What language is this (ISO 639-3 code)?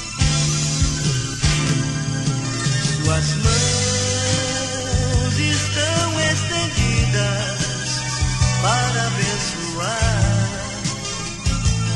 por